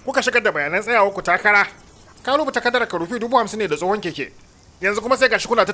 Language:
Hausa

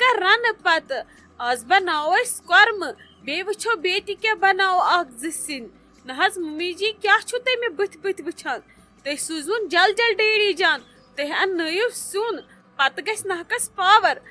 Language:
Kashmiri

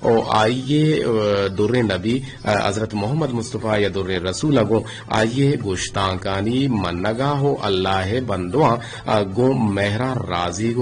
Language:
Eastern Balochi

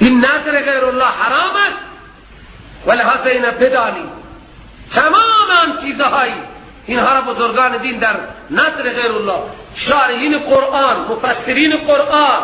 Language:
Persian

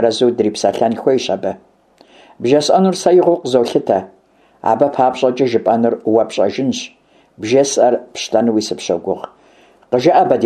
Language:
Kabardian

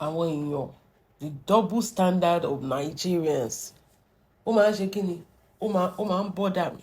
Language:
Yoruba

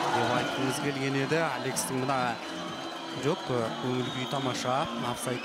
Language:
Kazakh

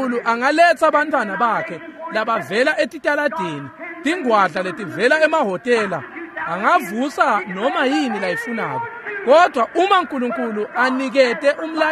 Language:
Swati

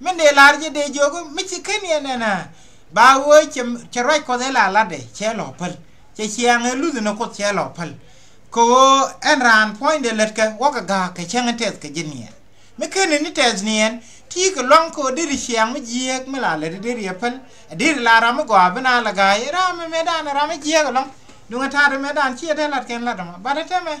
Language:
Nuer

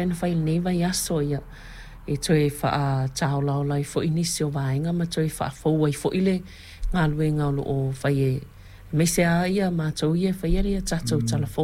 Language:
Samoan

